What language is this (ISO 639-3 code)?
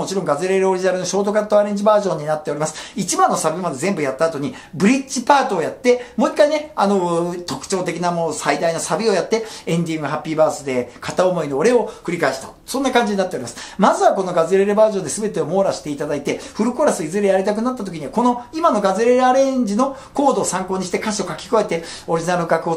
jpn